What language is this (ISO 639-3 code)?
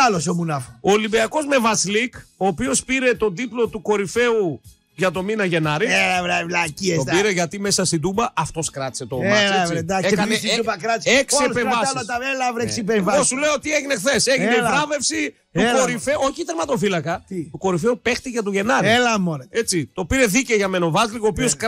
ell